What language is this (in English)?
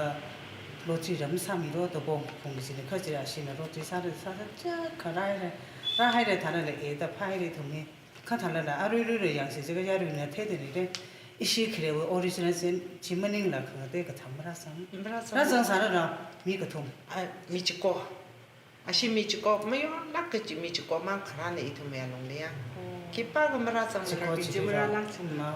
Tangkhul Naga (India)